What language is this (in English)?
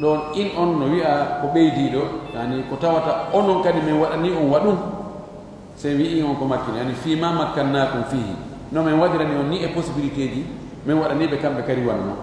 Fula